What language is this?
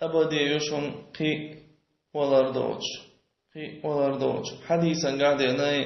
Chechen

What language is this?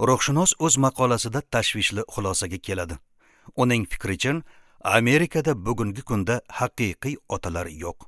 Uzbek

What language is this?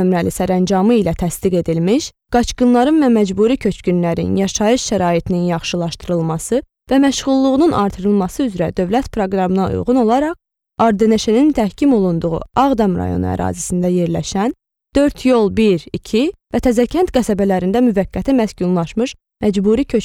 Azerbaijani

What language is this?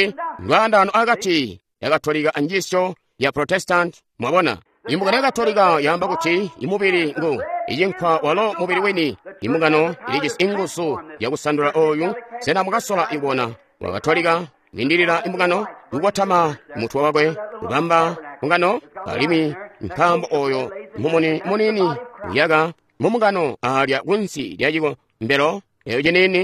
Tonga (Zambia)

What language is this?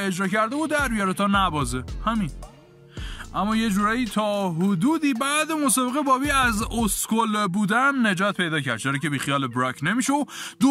Persian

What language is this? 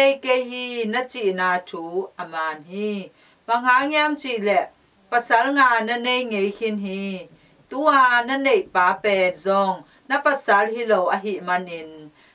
Tedim Chin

